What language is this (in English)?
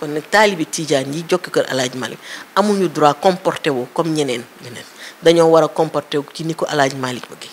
Wolof